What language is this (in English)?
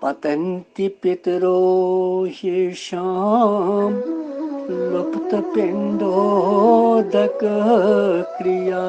Kashmiri